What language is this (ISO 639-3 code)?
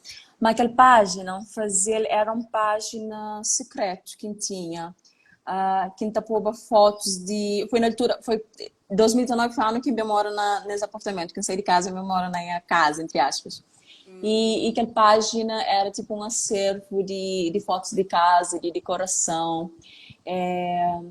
kea